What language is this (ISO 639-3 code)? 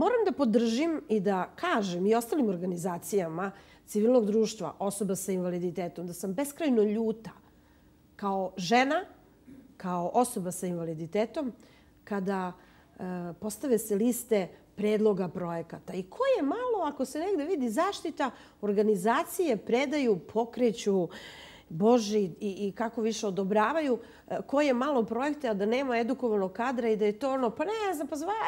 srp